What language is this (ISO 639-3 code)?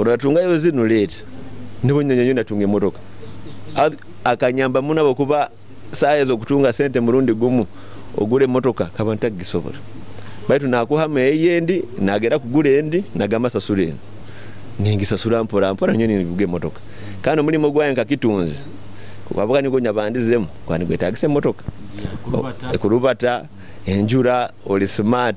nyo